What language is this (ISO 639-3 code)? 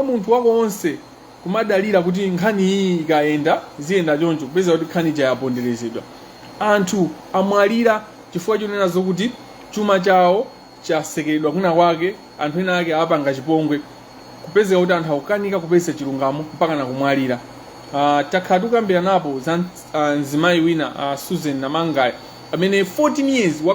nya